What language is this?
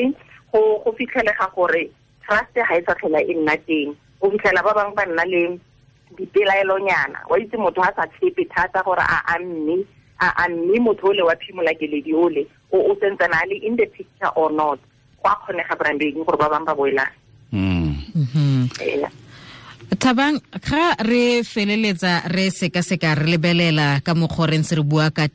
Tswana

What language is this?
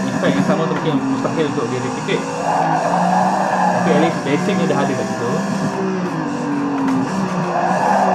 Malay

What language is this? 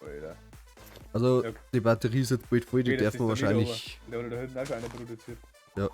Bavarian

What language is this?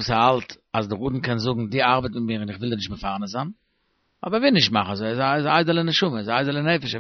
Yiddish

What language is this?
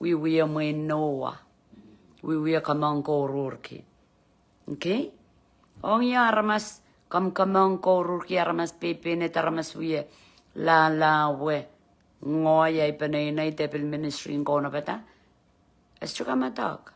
Pohnpeian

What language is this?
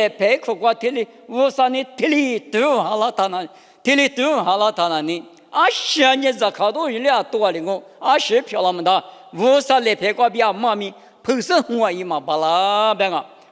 Lisu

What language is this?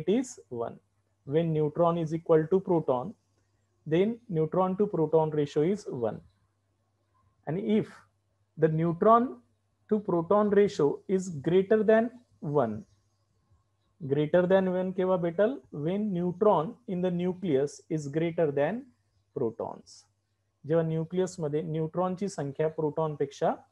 Marathi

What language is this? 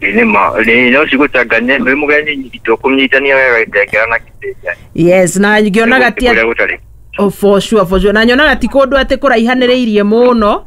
Kikuyu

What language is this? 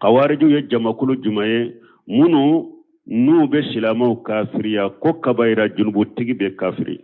Bambara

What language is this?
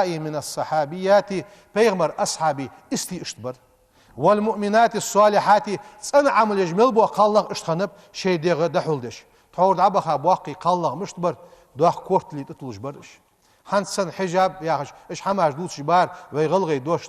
Ingush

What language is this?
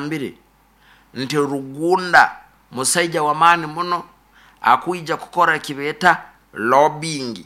Nyoro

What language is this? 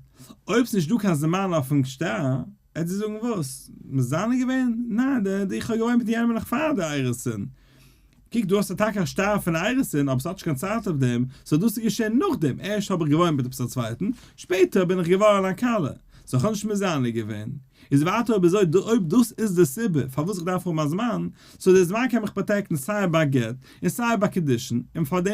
Yiddish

